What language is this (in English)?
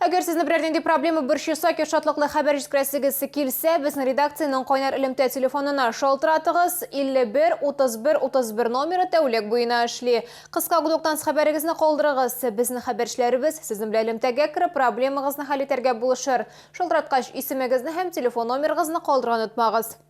Tatar